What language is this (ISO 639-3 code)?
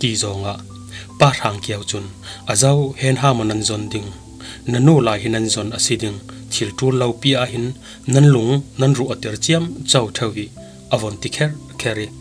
cfm